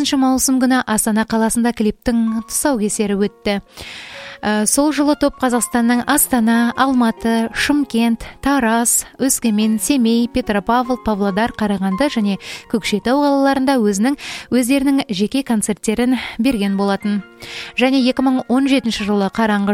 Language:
Kazakh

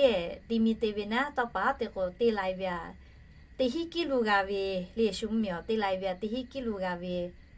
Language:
Lahu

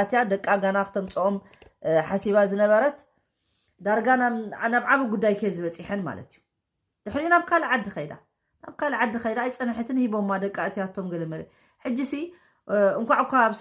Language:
Tigrinya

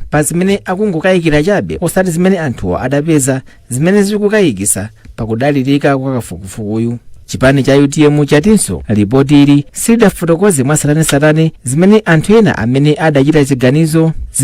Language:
Nyanja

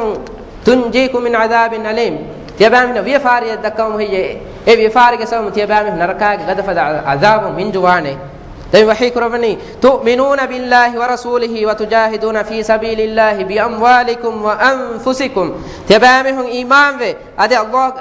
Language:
Divehi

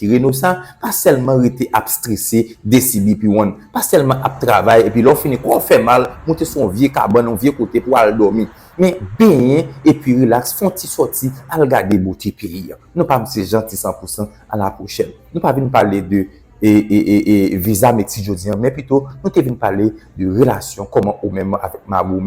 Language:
Haitian Creole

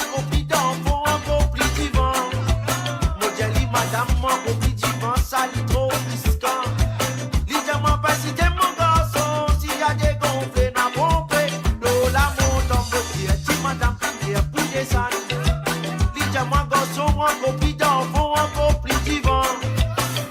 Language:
Morisyen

